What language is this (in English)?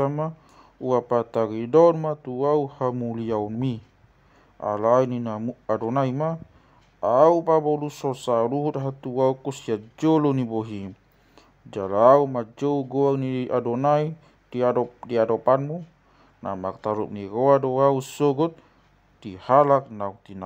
Batak Toba